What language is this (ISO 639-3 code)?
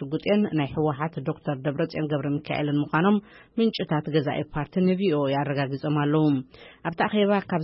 tir